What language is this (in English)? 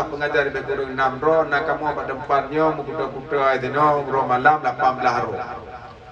Achinese